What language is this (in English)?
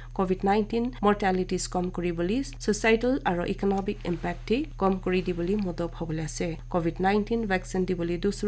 Naga Pidgin